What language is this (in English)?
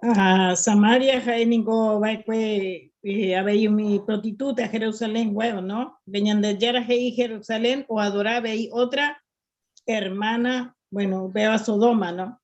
Guarani